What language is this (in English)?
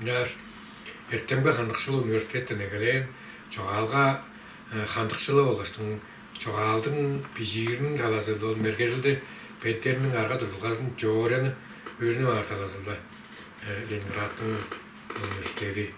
Tuvinian